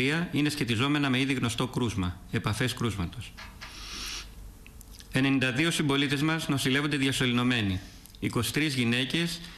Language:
Greek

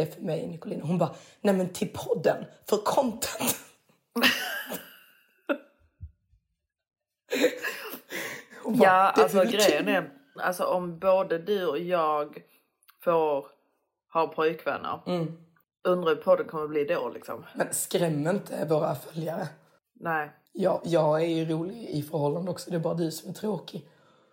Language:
Swedish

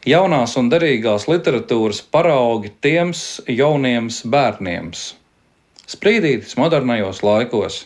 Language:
Latvian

